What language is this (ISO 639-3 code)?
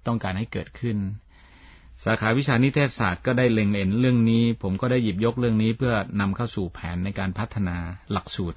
tha